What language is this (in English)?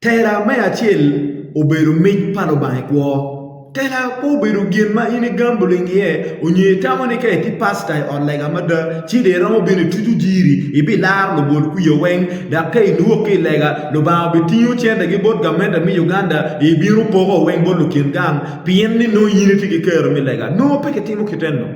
Acoli